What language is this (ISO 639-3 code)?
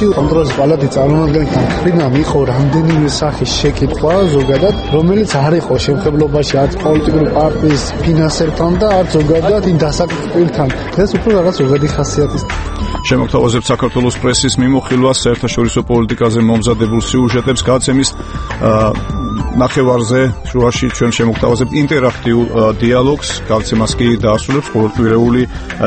kat